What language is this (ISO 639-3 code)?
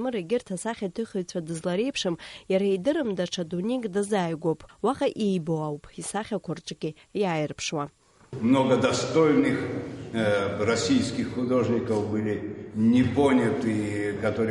abk